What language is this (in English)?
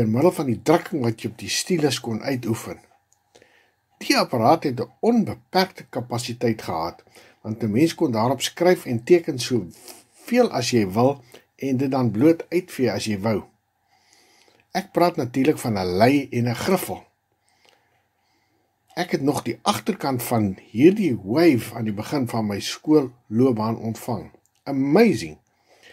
Afrikaans